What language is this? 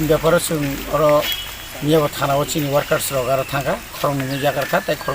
Kok Borok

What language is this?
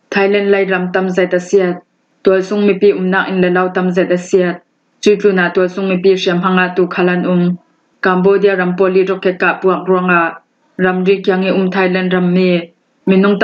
Falam Chin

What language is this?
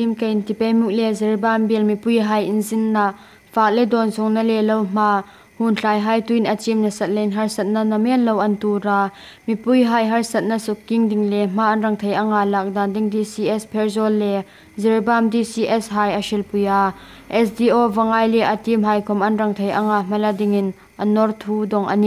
Hmar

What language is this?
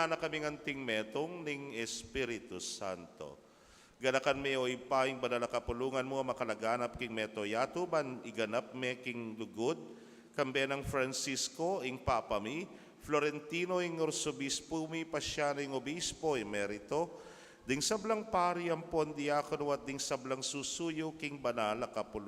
Pampanga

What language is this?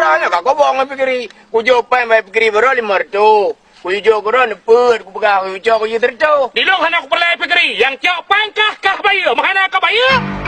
Achinese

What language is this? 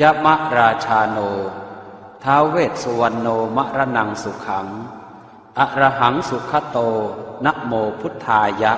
Pali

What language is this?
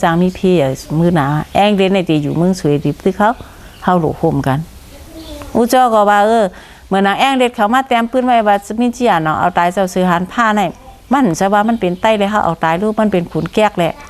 Shan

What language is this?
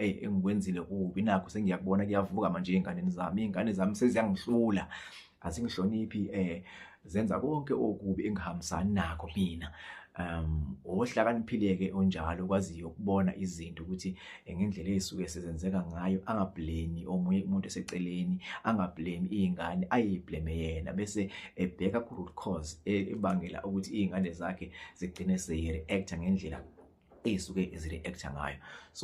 Zulu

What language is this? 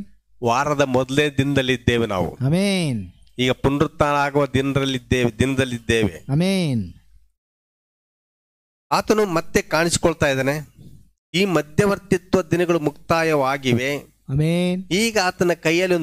Kannada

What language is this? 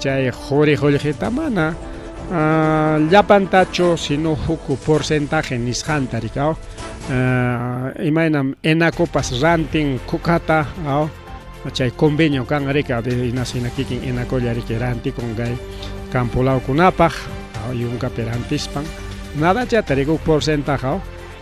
Ayacucho Quechua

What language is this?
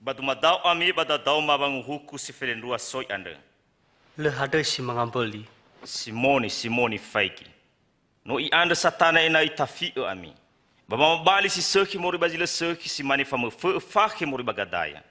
Nias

